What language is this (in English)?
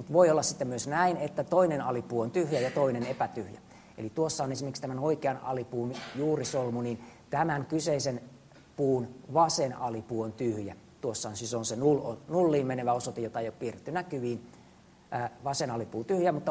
Finnish